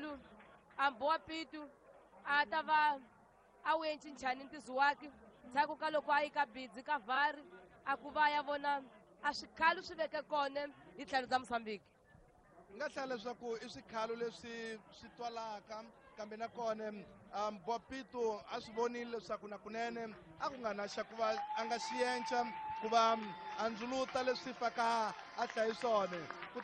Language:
Tsonga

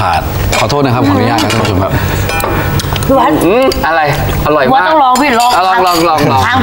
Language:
Thai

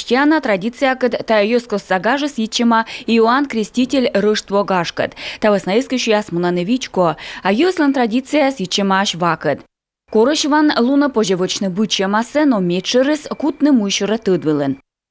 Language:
Komi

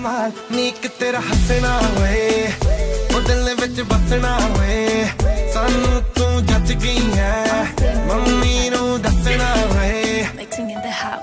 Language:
Punjabi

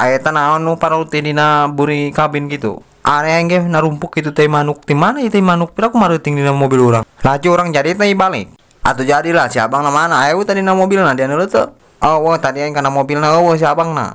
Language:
Sundanese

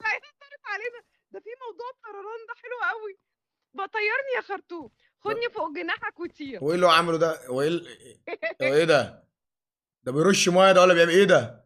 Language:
Egyptian Arabic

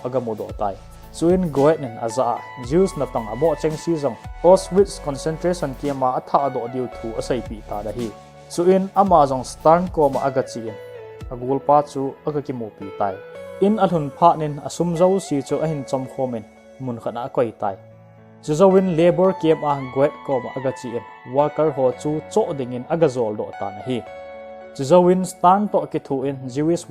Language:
Thado Chin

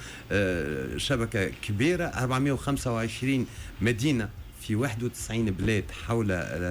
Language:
Tunisian Arabic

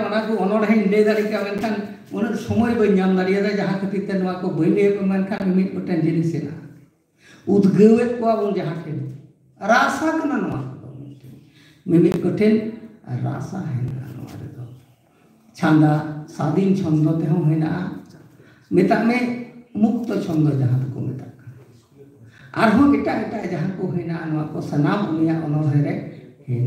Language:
Santali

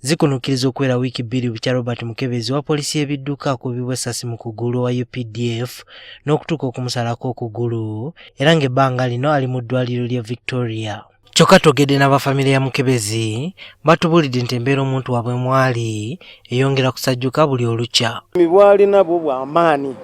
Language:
Ganda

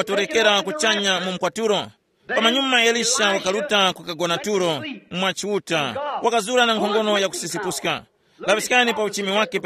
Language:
Tumbuka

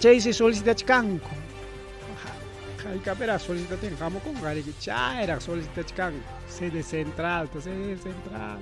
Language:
Ayacucho Quechua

